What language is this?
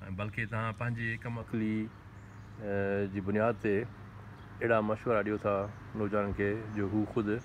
Sindhi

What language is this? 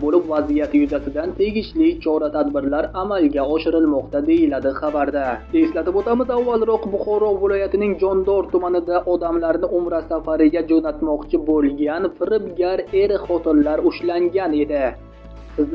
Uzbek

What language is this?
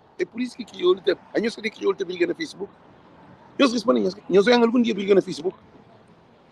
Kabuverdianu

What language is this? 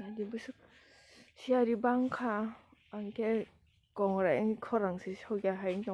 Kok Borok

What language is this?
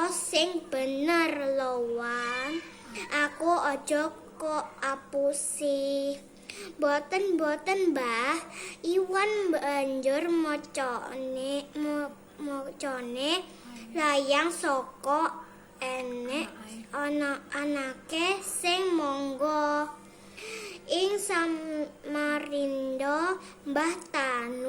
Javanese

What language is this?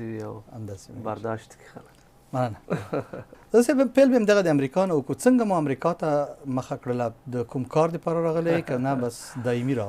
Pashto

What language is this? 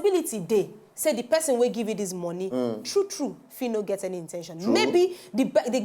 Nigerian Pidgin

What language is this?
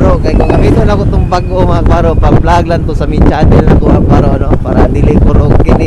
Cebuano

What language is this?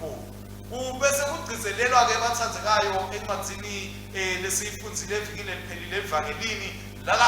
Swati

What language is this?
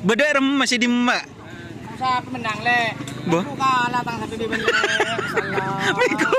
Madurese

